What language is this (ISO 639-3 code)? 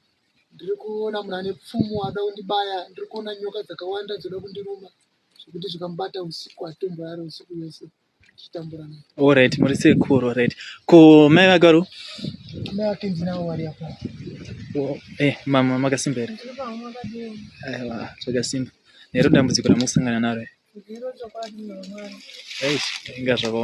sna